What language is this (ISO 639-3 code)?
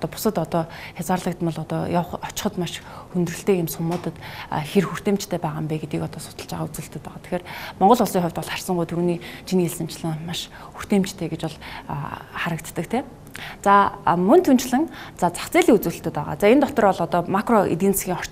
mon